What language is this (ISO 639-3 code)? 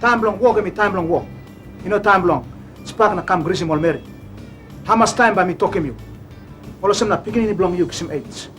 tpi